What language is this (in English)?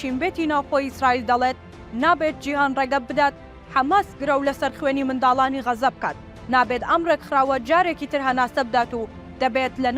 Central Kurdish